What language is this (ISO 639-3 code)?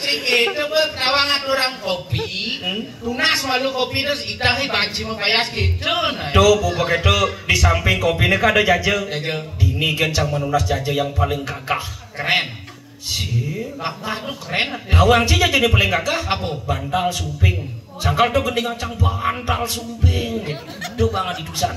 ban